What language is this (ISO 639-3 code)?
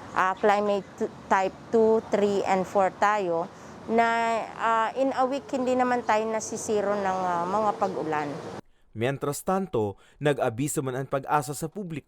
bik